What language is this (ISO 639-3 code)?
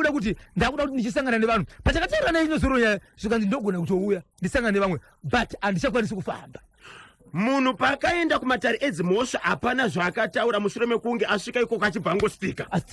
sna